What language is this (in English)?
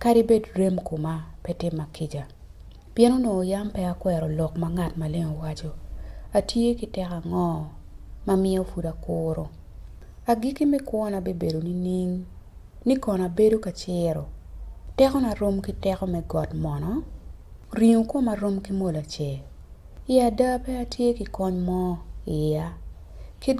Acoli